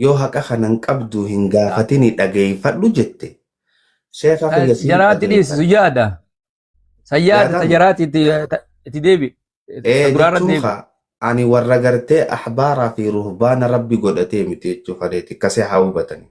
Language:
Oromo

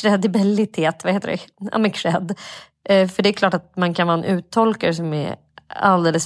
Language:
Swedish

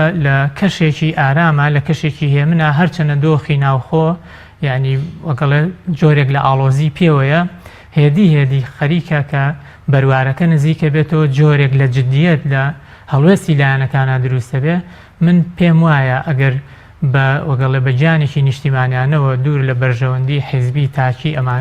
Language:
Central Kurdish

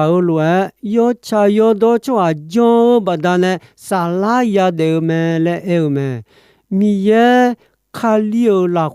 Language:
Akha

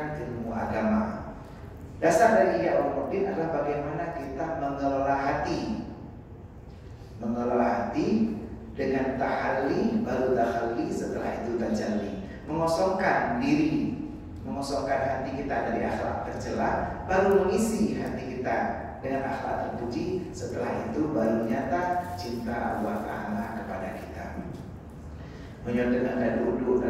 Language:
Indonesian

